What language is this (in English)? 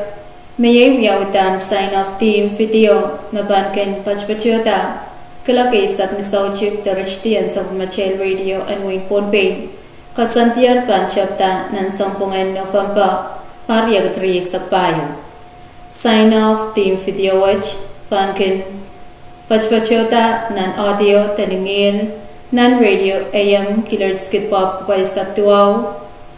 Pohnpeian